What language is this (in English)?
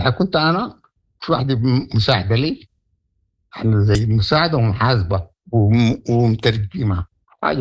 Sudanese Arabic